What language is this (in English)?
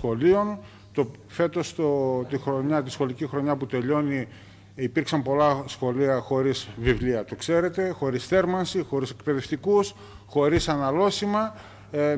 Greek